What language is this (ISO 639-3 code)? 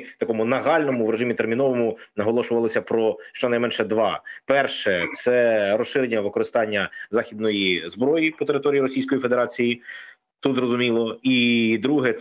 ukr